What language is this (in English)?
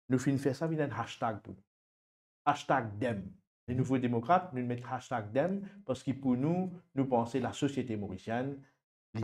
Morisyen